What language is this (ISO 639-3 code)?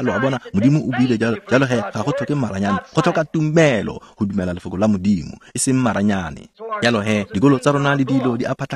tsn